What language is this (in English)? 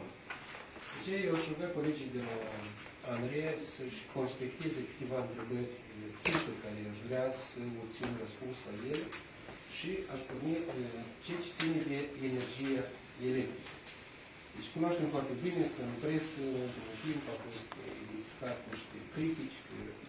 Romanian